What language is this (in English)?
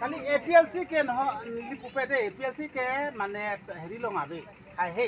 Karbi